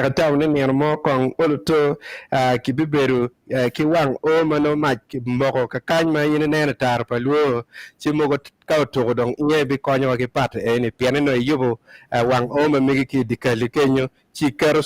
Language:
Acoli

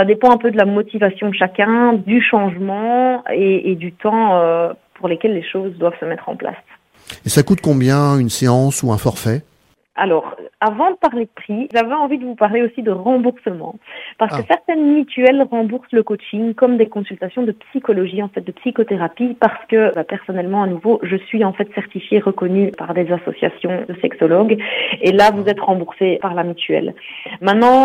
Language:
French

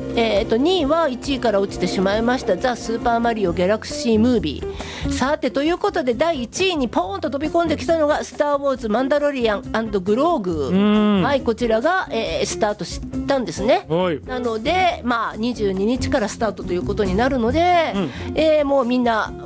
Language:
Japanese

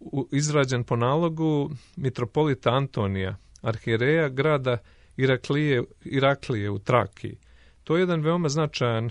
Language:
Serbian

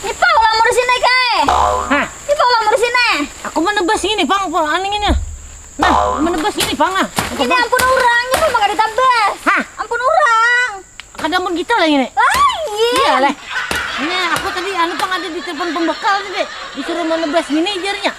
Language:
Banjar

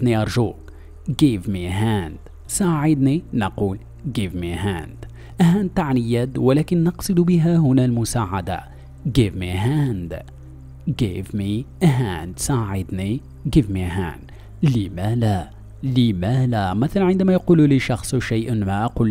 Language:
Arabic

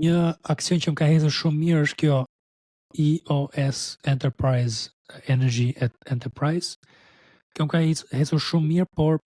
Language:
Albanian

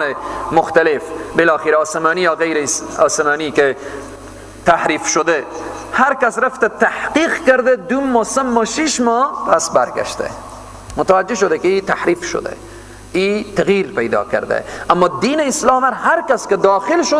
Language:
Persian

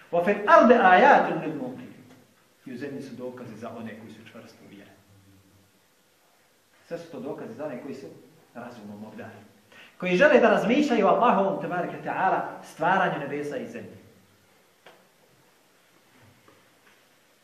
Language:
Bosnian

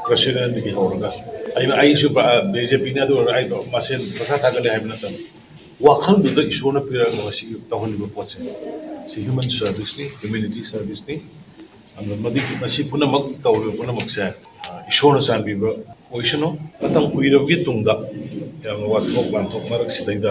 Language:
Manipuri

